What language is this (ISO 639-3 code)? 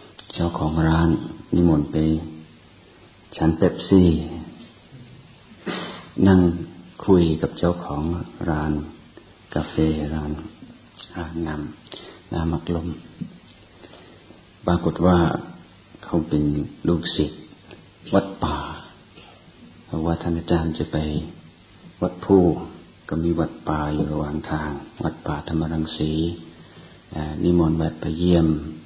tha